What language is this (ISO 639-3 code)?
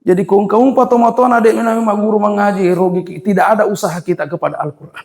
bug